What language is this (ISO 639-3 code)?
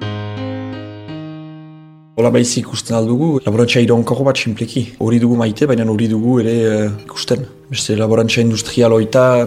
eus